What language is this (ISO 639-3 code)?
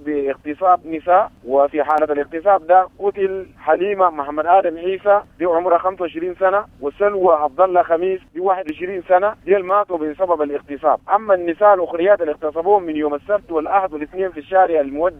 apd